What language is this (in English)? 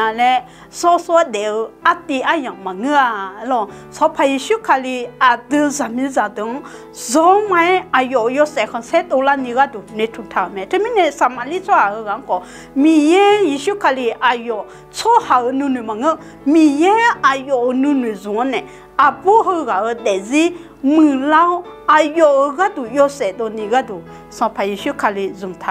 Akha